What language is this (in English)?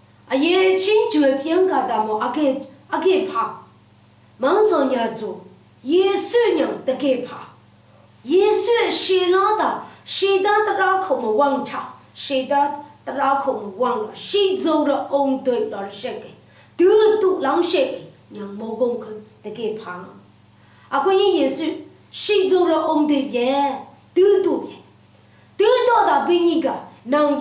Lashi